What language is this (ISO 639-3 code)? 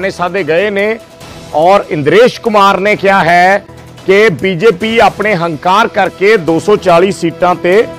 pan